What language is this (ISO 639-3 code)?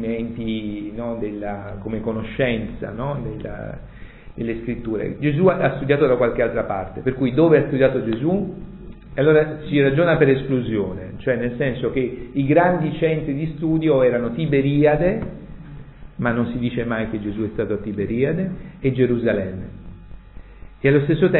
ita